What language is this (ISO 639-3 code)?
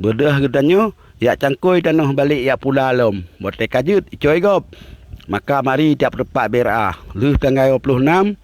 ace